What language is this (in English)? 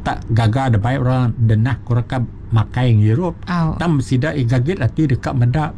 Iban